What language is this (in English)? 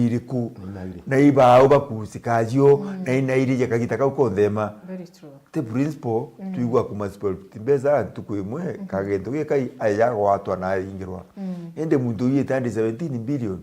Meru